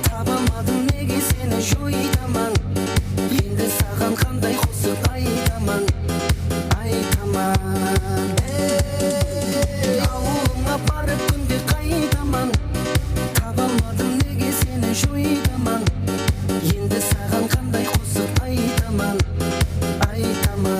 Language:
Kara-Kalpak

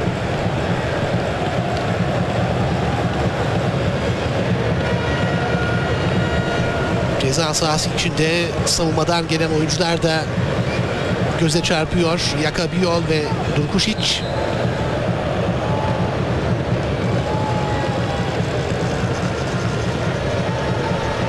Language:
Turkish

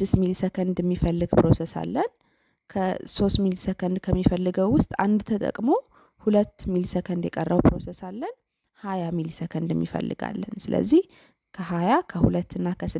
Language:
Amharic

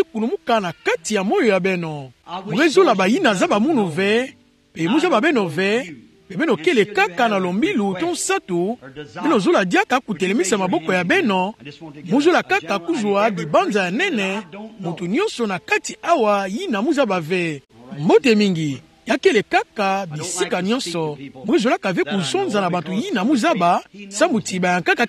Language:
Kituba (Democratic Republic of Congo)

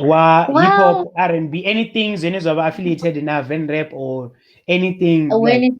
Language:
Venda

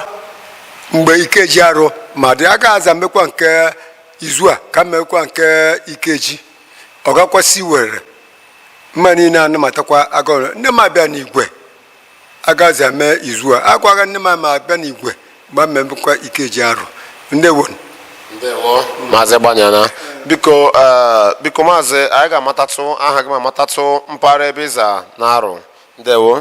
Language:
Igbo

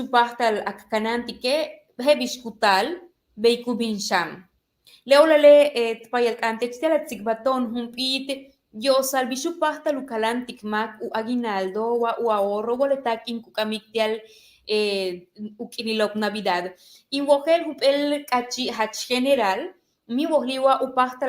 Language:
Yucateco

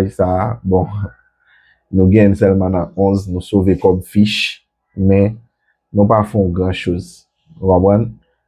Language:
Haitian Creole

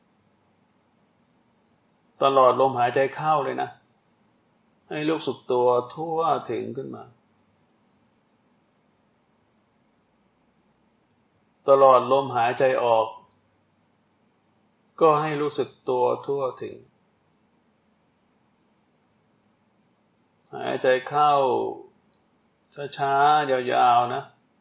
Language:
Thai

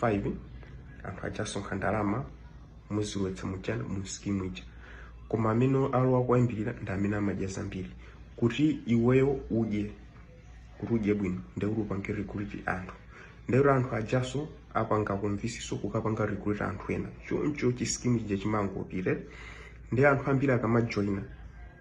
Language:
Nyanja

